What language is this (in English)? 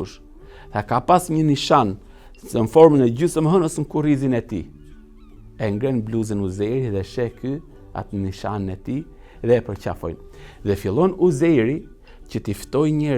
Albanian